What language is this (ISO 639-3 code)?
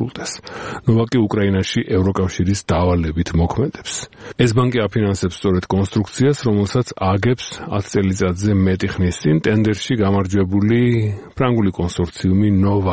kat